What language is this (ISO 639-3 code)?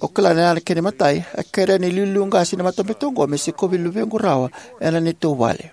fij